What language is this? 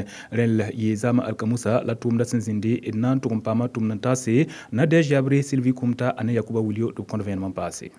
Mossi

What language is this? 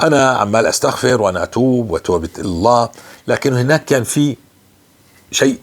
North Levantine Arabic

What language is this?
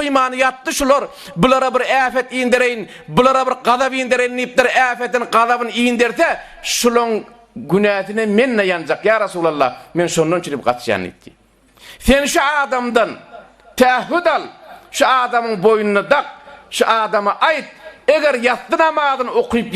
Turkmen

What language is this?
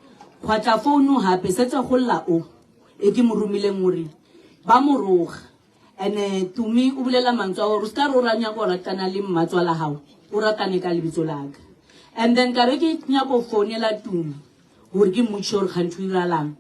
Northern Sotho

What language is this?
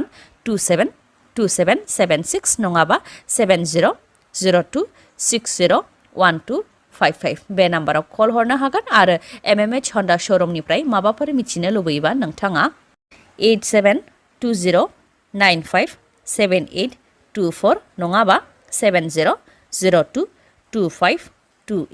Bodo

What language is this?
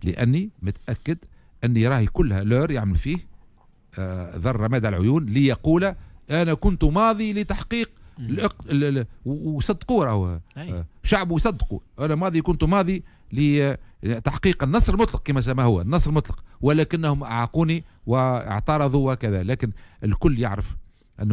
Tunisian Arabic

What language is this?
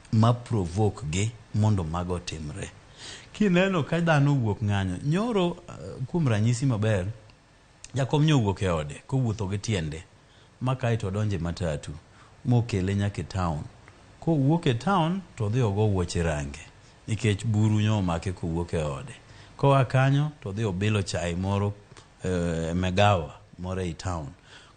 Luo (Kenya and Tanzania)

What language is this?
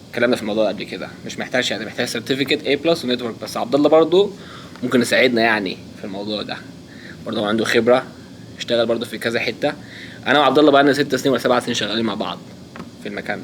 Egyptian Arabic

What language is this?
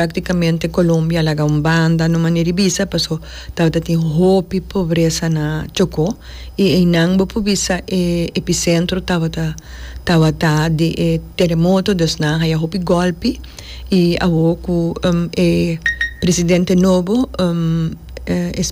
Papiamento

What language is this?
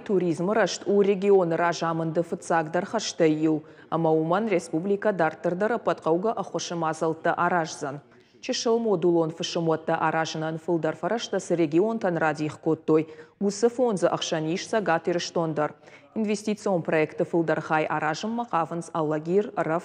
Ossetic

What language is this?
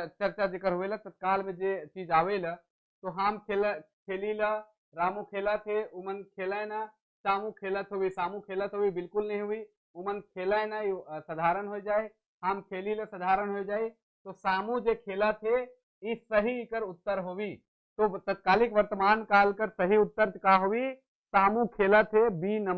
Sadri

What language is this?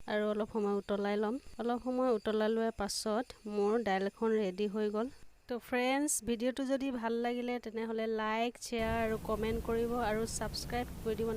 Assamese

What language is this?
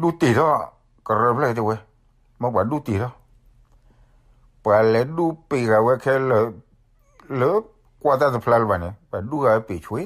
S'gaw Karen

